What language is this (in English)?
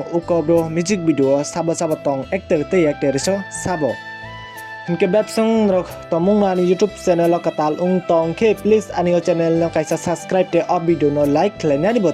Kok Borok